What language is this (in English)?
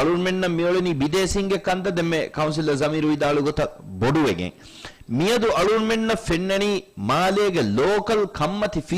Divehi